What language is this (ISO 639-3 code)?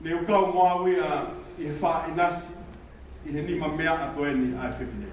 ton